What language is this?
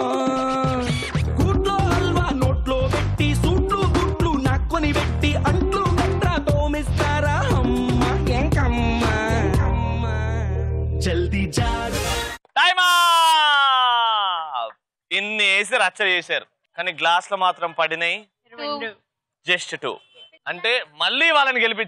Telugu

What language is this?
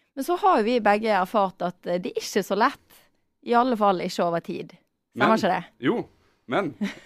Norwegian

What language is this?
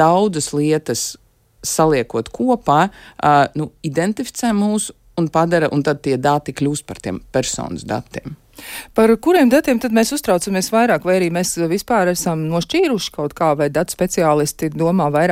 Latvian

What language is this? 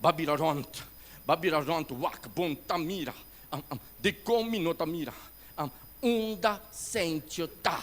Papiamento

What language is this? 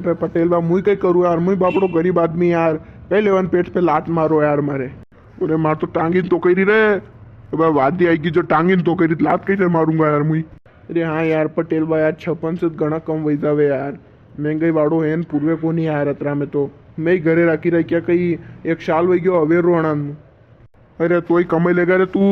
Rajasthani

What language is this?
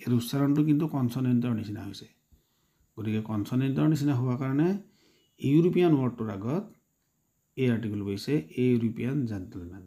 Assamese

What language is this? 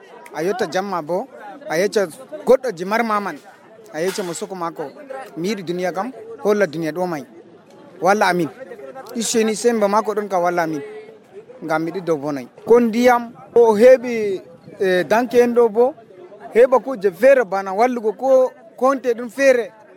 Nigerian Fulfulde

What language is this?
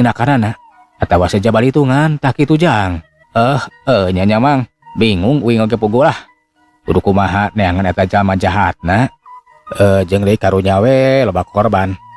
Sundanese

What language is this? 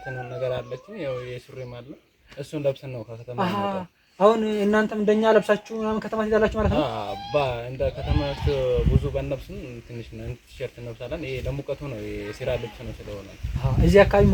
Amharic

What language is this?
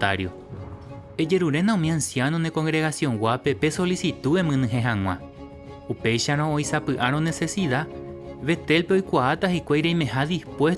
Guarani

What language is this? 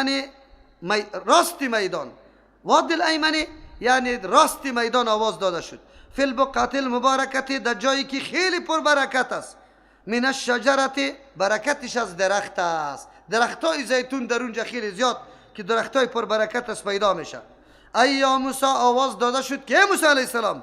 Persian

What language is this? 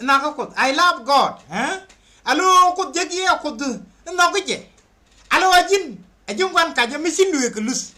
Nuer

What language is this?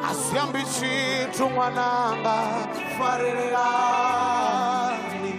Venda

